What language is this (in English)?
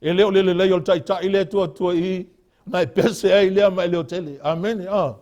Samoan